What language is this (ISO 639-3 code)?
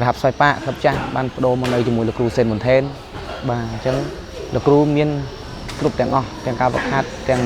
khm